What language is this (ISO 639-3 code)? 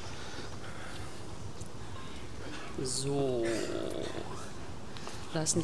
deu